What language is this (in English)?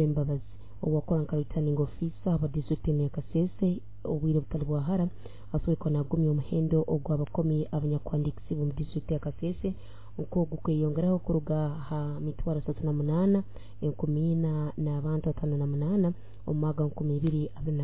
Nyoro